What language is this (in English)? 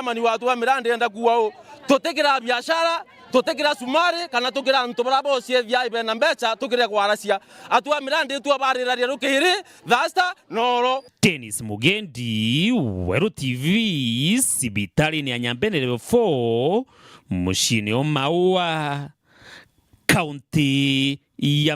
Meru